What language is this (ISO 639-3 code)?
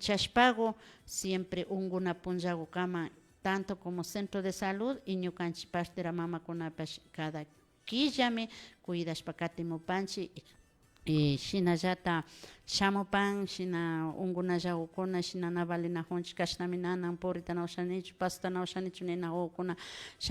qvi